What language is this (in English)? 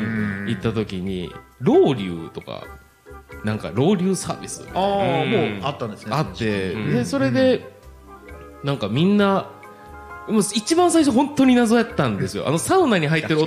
Japanese